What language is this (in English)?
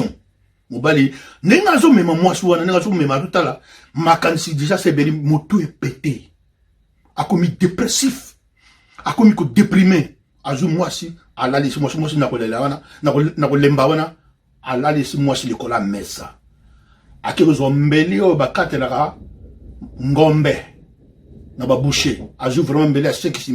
Lingala